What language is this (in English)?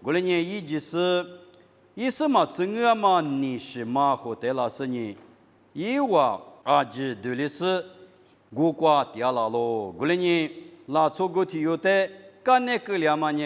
Lisu